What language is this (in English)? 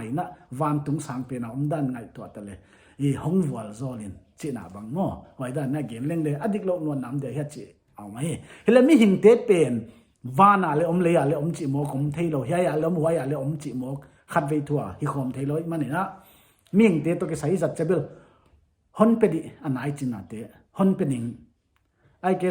Paite Chin